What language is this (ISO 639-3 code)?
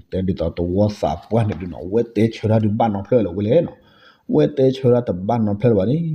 ksw